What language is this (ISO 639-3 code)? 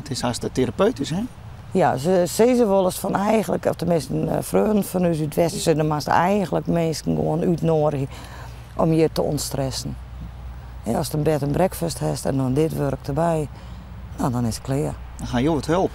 fry